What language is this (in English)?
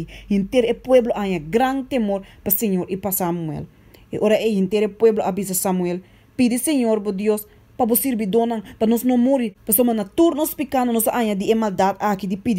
Papiamento